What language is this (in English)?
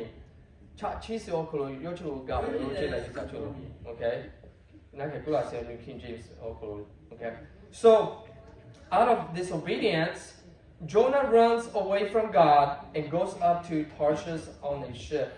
Lahu